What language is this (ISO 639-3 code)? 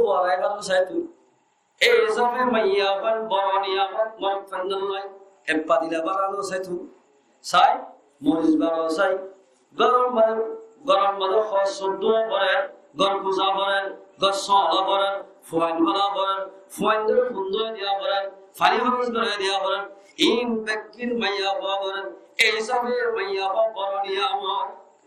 rhg